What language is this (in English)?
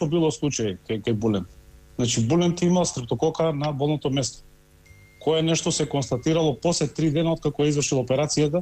Macedonian